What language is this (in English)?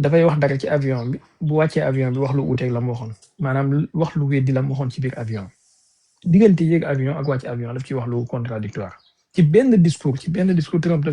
Wolof